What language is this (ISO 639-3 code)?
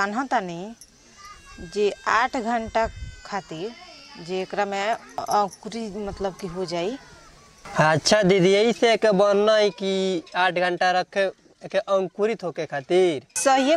bho